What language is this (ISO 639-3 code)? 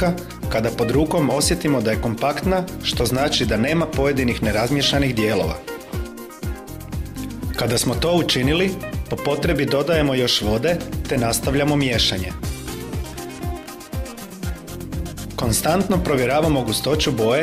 hrv